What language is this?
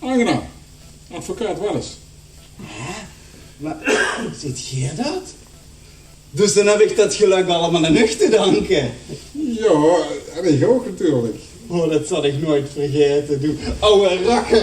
Limburgish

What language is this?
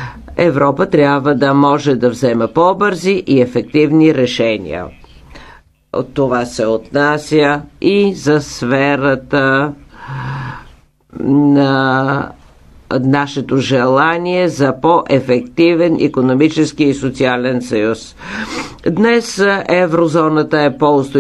Bulgarian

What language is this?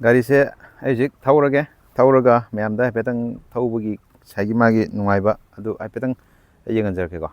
Manipuri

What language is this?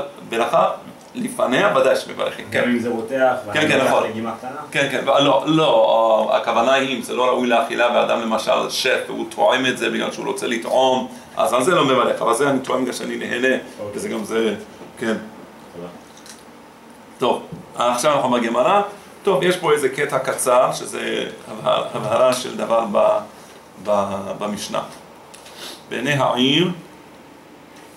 Hebrew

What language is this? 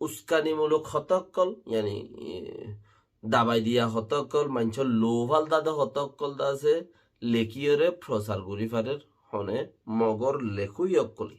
Rohingya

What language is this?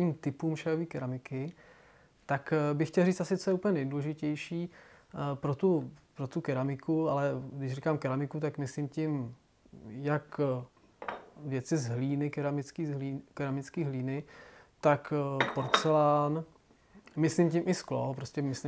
Czech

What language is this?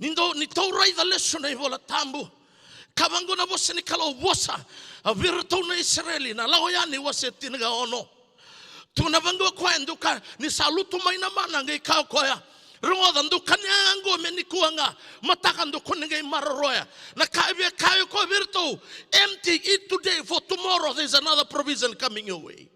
Fijian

